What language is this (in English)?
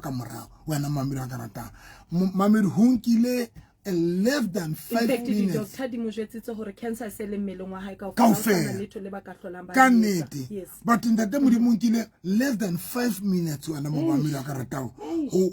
Southern Sotho